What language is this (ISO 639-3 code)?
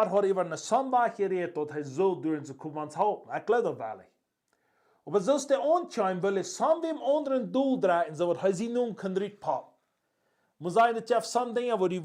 pdt